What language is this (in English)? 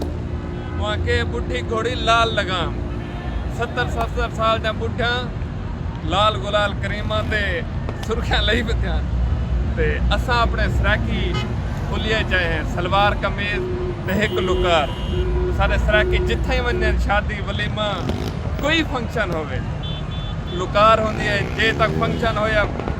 Saraiki